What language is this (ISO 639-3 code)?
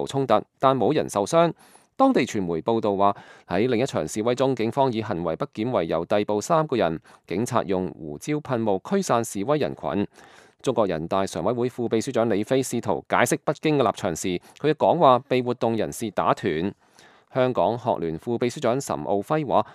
yue